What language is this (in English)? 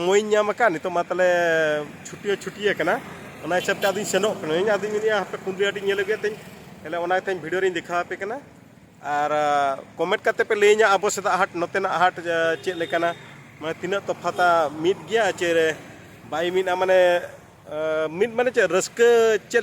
Santali